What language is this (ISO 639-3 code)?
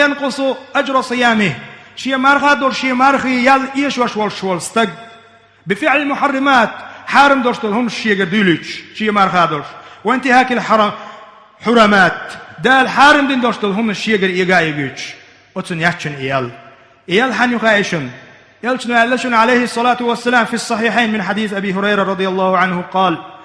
che